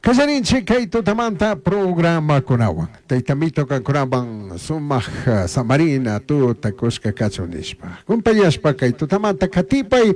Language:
Chimborazo Highland Quichua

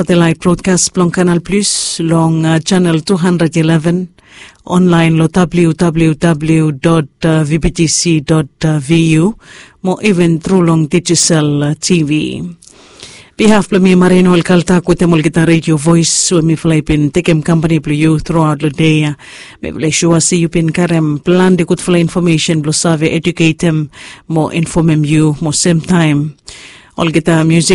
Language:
Bislama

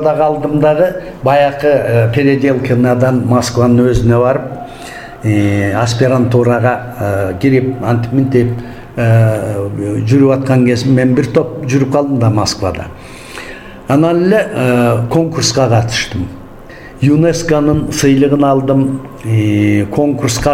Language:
Kyrgyz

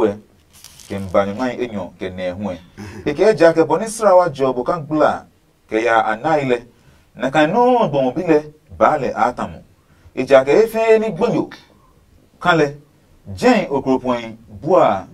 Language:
Adangme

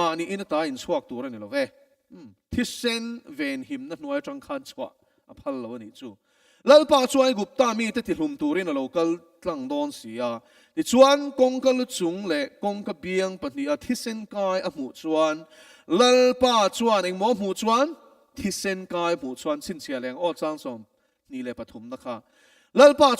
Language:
Mizo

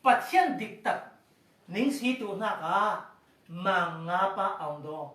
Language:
Falam Chin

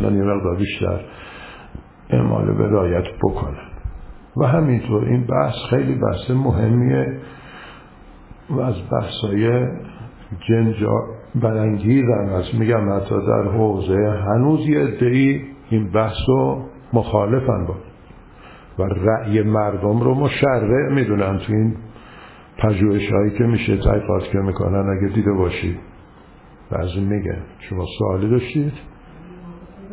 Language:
Persian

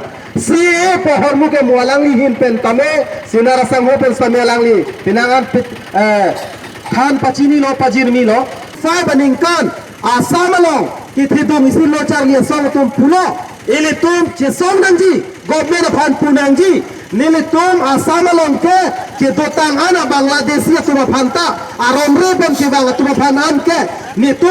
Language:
Karbi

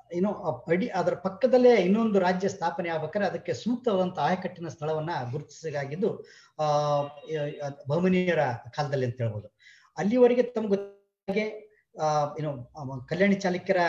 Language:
Kannada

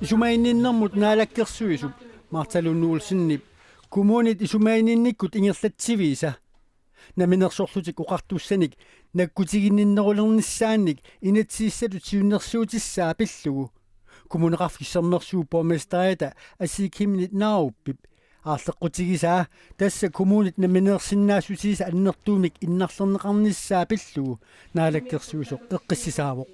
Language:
Kalaallisut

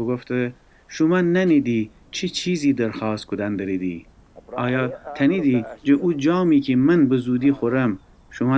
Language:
Gilaki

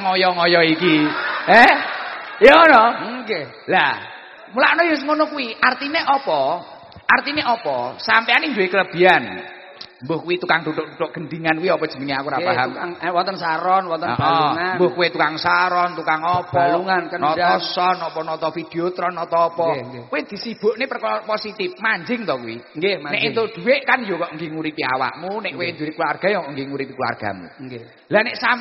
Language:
Javanese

